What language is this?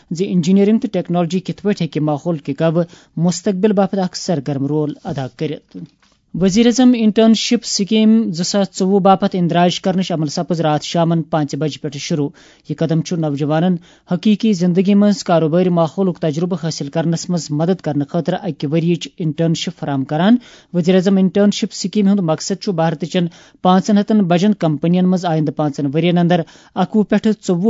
Kashmiri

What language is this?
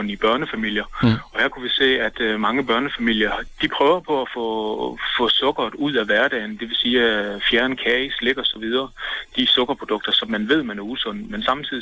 Danish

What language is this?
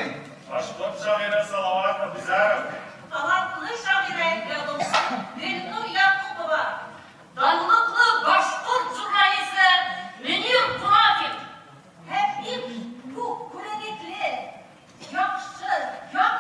Bashkir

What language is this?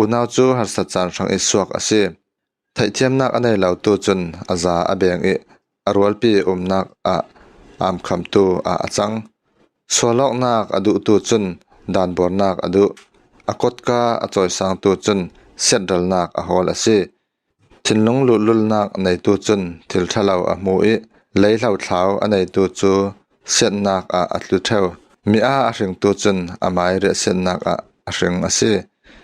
Falam Chin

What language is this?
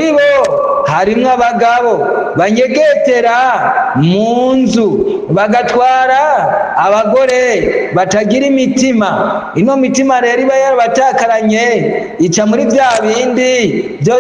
Rundi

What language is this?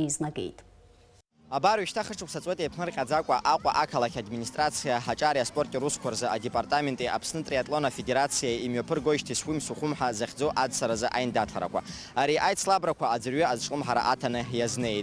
Abkhazian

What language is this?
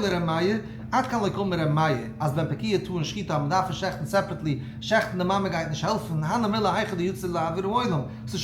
Yiddish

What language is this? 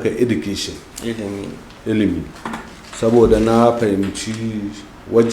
Hausa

